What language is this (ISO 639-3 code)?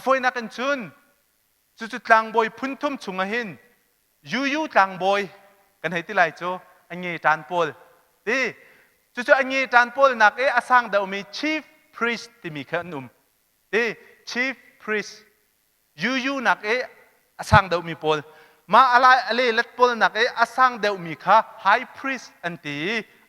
cnh